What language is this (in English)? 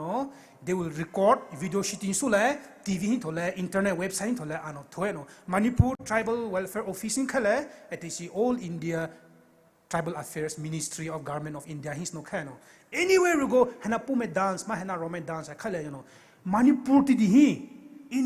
Poumei Naga